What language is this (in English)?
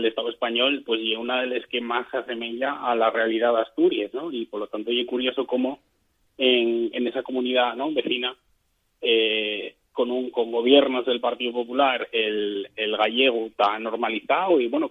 Asturian